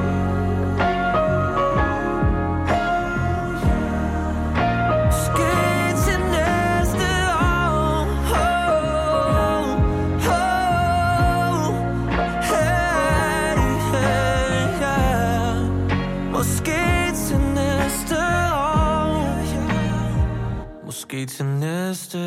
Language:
Danish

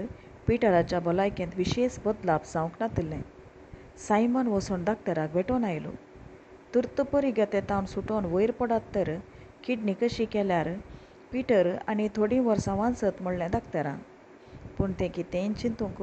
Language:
Konkani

